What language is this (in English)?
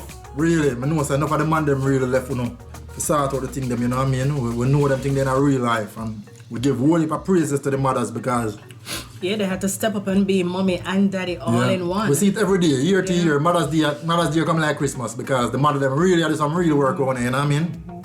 Jamaican Creole English